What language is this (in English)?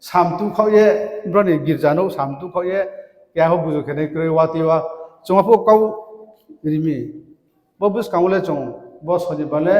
Riang (India)